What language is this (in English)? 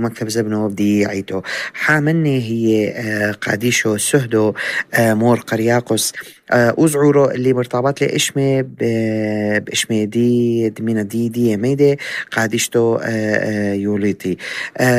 North Levantine Arabic